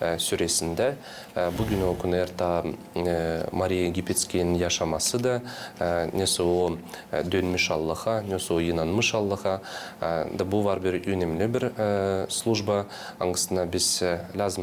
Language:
Gagauz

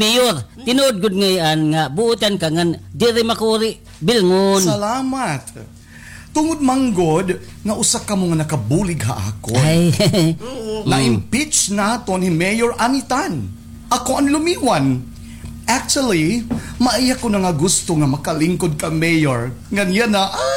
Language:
Waray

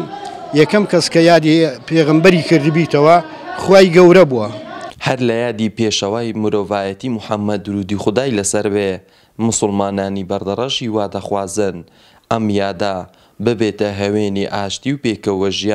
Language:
Central Kurdish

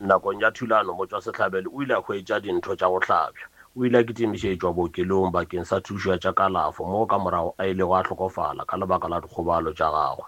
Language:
Northern Sotho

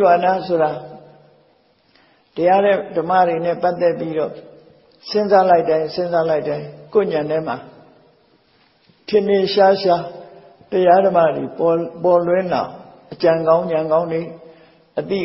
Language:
Burmese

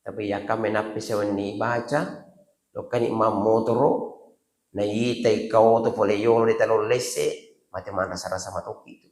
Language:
Buginese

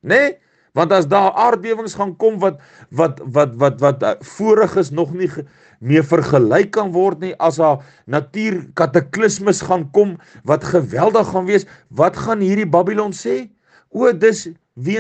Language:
Afrikaans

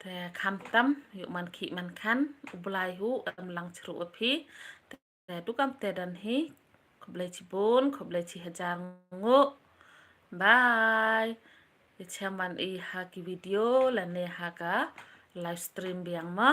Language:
Khasi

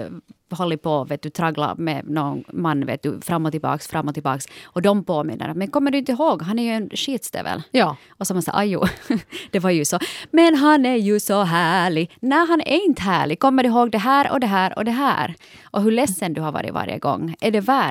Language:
Swedish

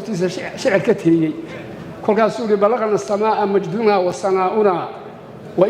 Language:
Somali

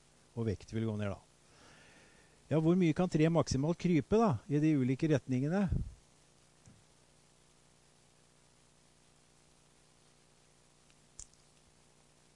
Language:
Norwegian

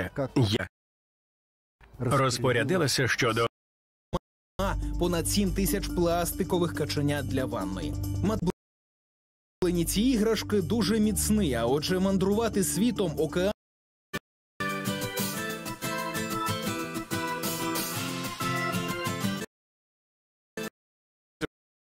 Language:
Ukrainian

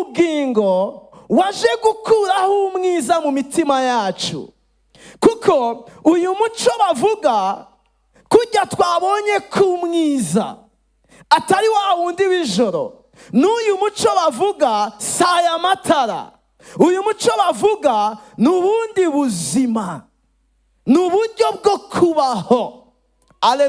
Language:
Rundi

